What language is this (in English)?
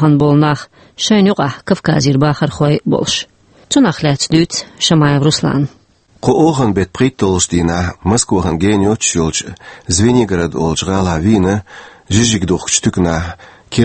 Chechen